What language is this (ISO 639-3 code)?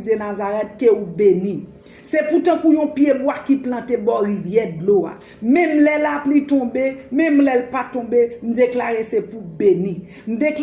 hat